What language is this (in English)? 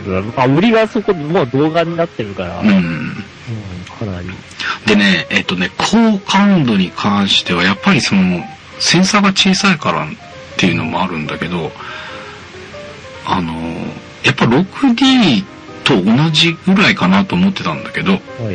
Japanese